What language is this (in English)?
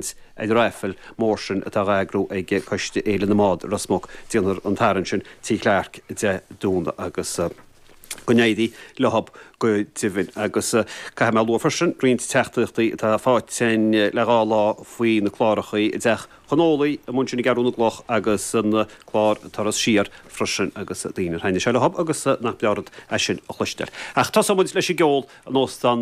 Irish